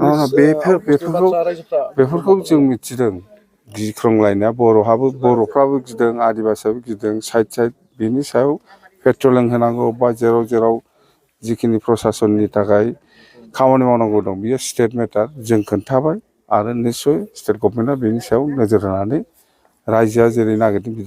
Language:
Bodo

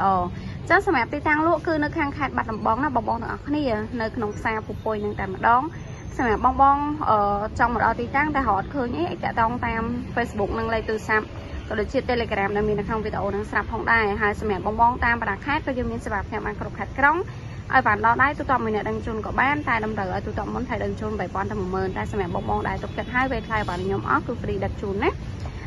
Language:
Khmer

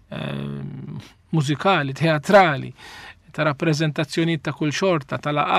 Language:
Maltese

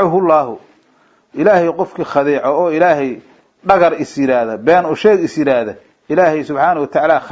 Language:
Somali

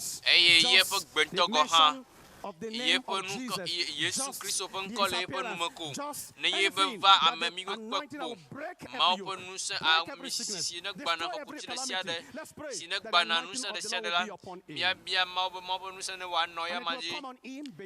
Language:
Ewe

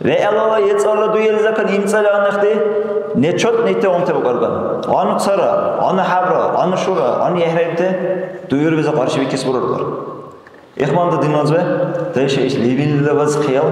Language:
Dargwa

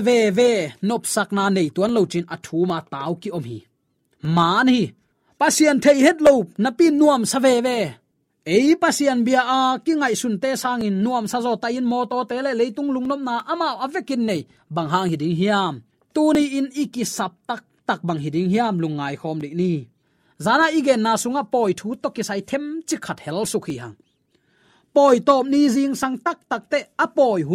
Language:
Tedim Chin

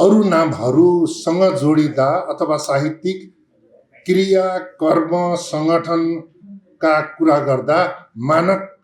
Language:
Nepali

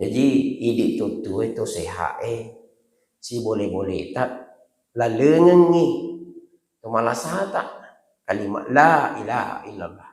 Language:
Buginese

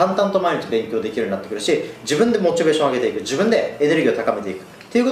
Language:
Japanese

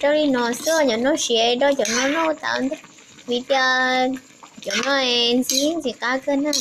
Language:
Hmong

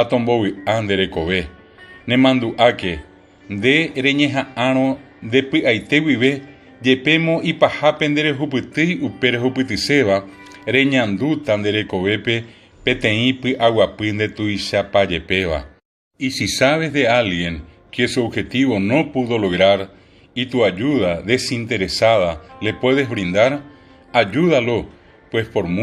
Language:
Guarani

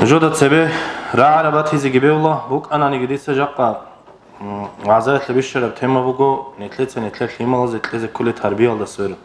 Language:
Avaric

